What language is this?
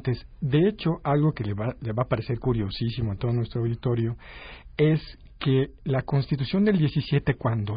Spanish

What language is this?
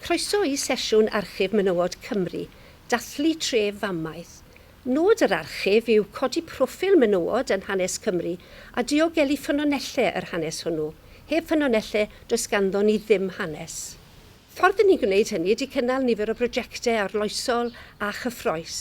Welsh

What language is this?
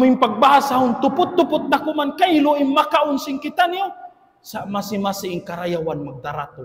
Tausug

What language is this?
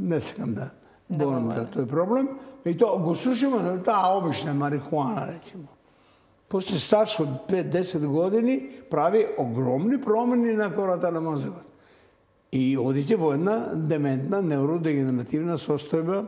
Macedonian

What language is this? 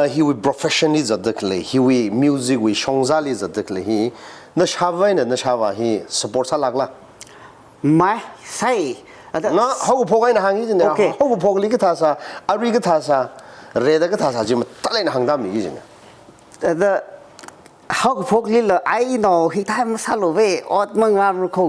Tangkhul Naga (India)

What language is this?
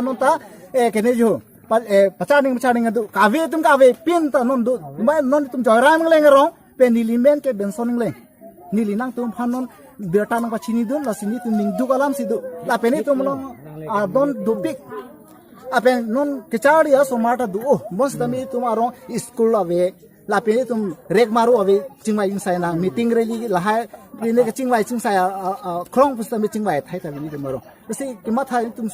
Karbi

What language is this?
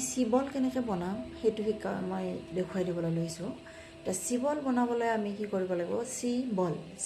Assamese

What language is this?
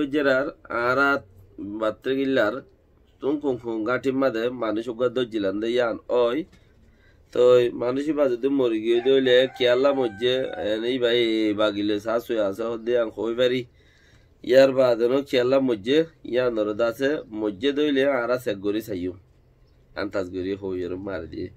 Rohingya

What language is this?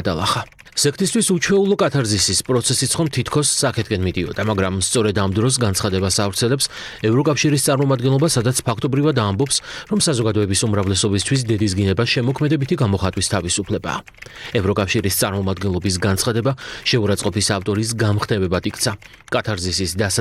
Georgian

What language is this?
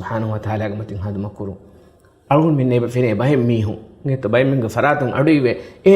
Divehi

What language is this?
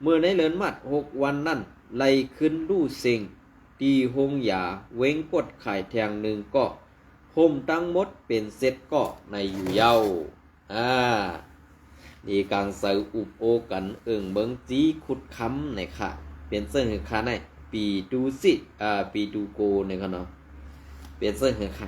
Shan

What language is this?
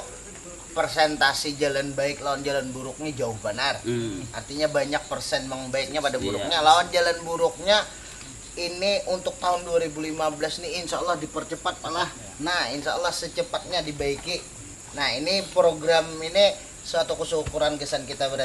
Banjar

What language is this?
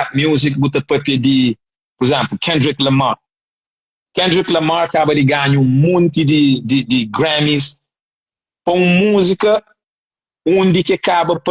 Kabuverdianu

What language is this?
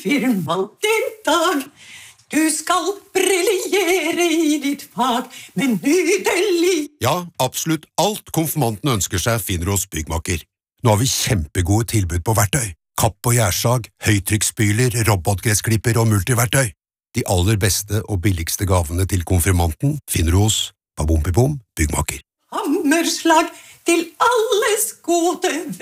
Norwegian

